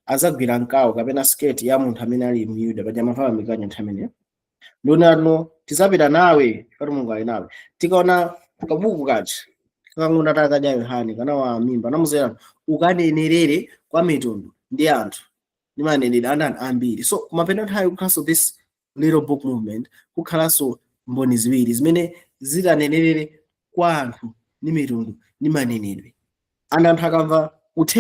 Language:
Nyanja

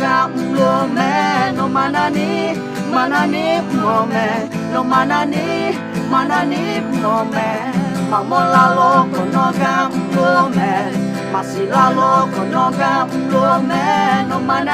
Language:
Akha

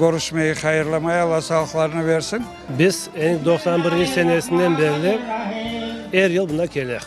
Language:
Crimean Tatar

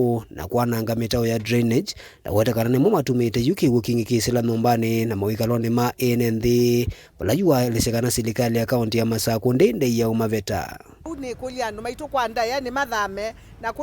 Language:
Kamba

